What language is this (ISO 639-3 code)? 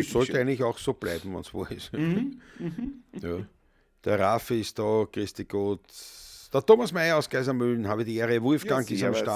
bar